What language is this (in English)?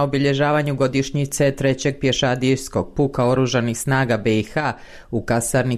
Bosnian